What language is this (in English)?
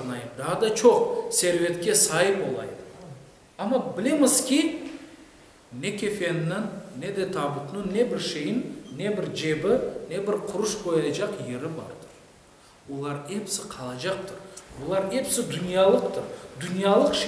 Crimean Tatar